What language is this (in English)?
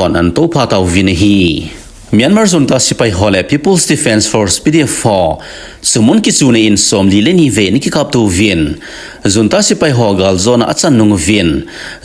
Thado Chin